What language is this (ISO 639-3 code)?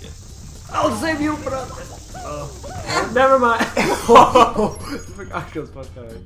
fao